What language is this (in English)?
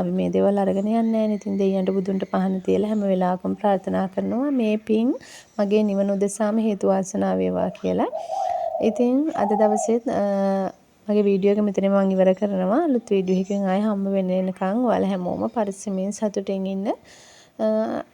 Sinhala